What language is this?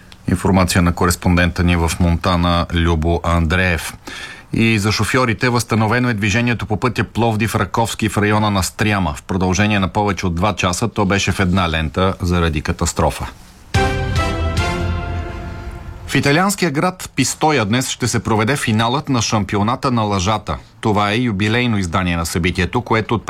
Bulgarian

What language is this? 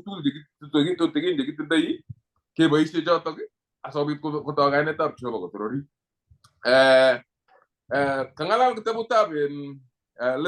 Kalenjin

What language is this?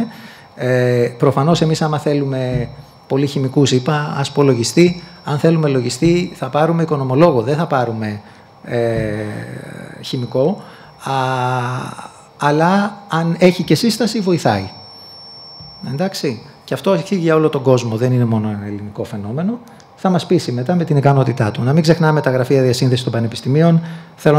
Greek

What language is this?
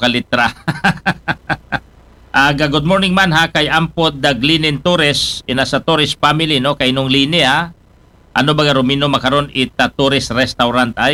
Aklanon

